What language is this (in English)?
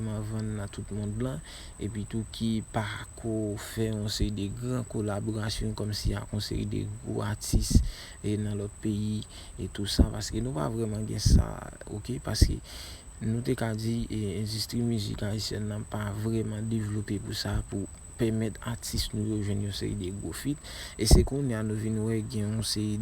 Haitian Creole